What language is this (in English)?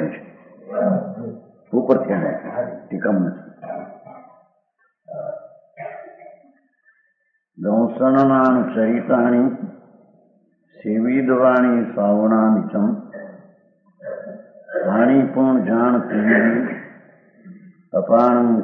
Gujarati